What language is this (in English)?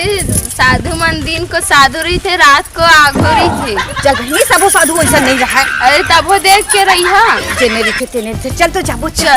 Chhattisgarhi